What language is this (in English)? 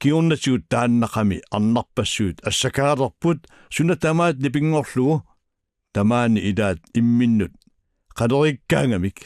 Kalaallisut